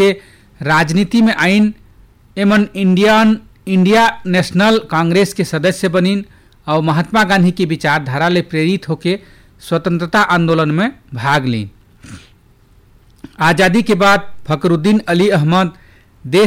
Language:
Chhattisgarhi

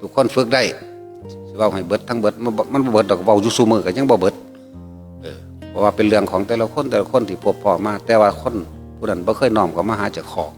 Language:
Northeastern Thai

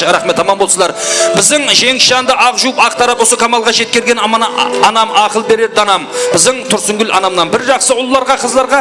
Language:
Kara-Kalpak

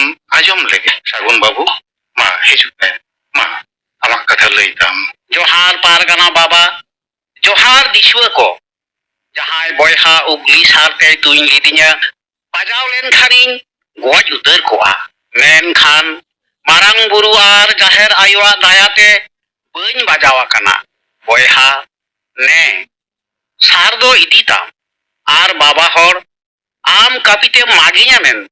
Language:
Santali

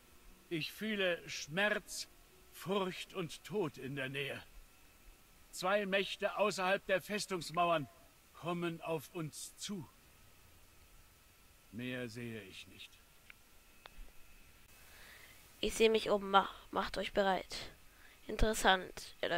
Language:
German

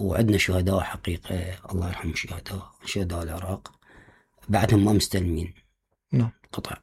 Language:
Mesopotamian Arabic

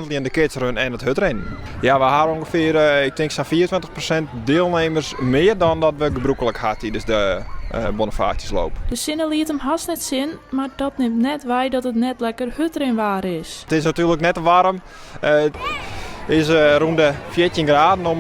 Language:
Western Frisian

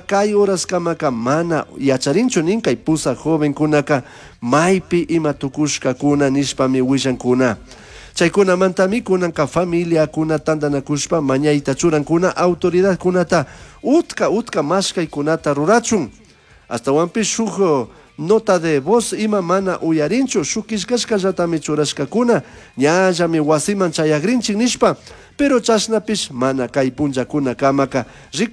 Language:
Chimborazo Highland Quichua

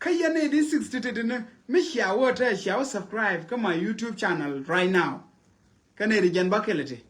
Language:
Nuer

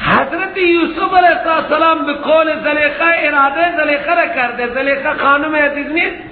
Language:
Persian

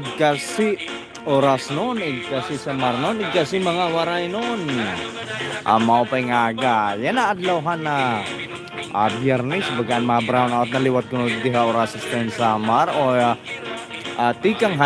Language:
Waray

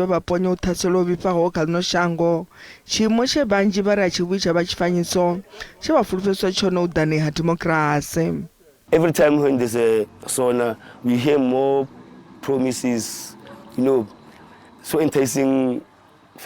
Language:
Venda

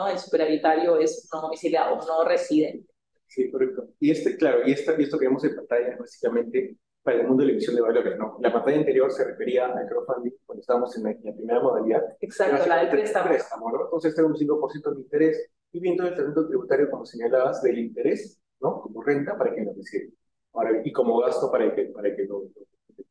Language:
Spanish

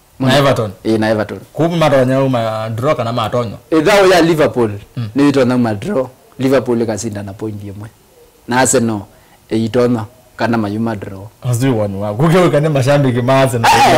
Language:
Kamba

